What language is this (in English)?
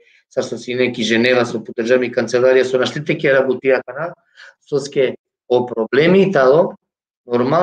Balkan Romani